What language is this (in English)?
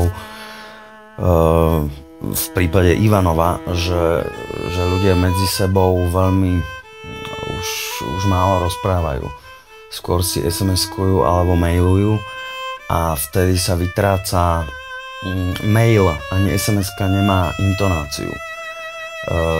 Slovak